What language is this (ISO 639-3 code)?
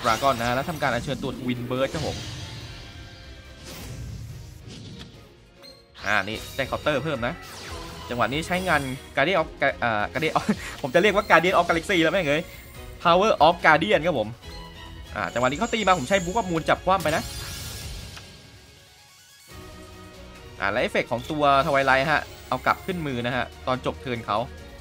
tha